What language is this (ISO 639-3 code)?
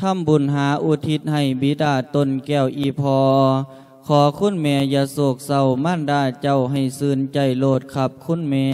lao